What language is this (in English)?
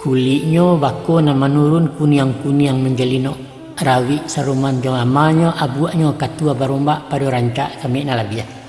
Minangkabau